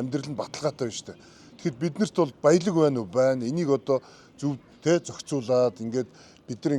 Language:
Mongolian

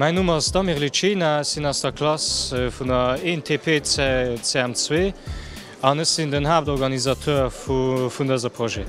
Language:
Luxembourgish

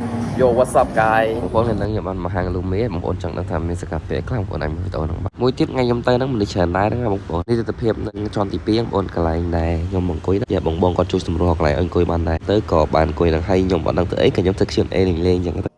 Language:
Khmer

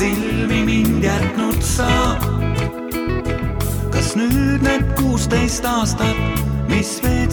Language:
Estonian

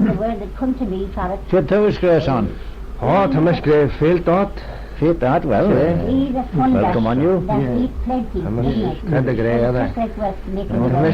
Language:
Manx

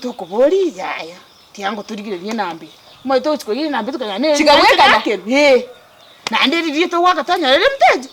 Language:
Gusii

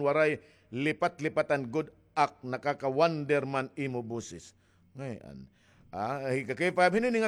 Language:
Waray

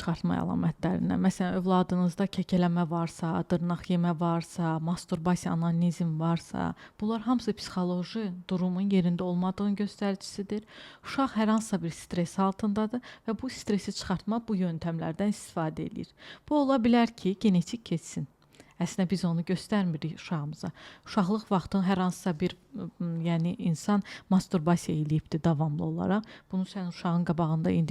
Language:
Azerbaijani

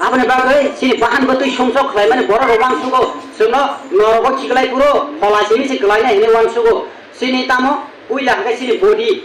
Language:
Kok Borok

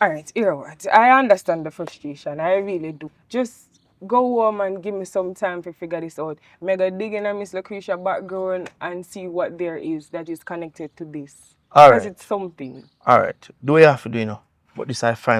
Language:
Jamaican Creole English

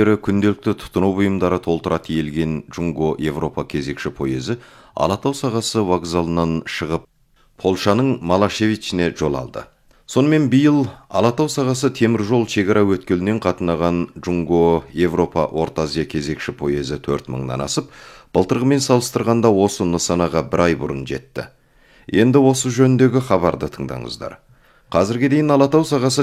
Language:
Kazakh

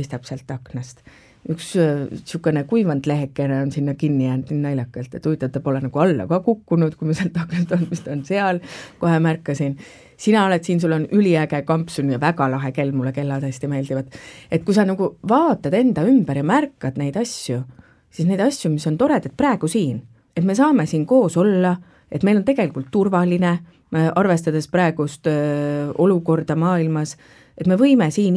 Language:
Estonian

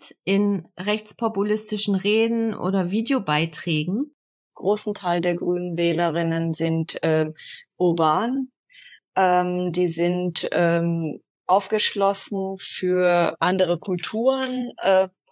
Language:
German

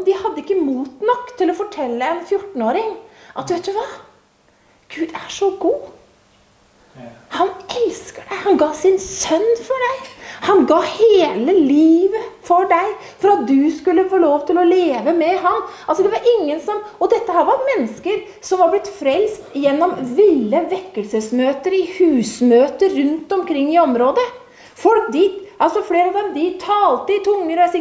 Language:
Norwegian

